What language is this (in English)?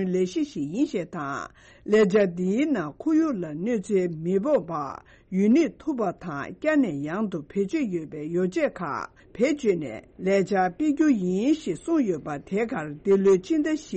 Tibetan